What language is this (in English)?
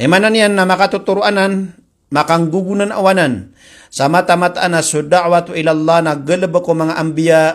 Maranao